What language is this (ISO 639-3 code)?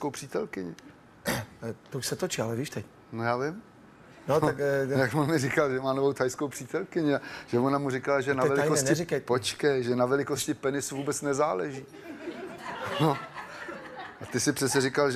ces